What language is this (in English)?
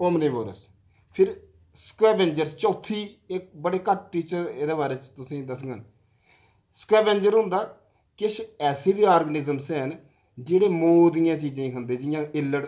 Dogri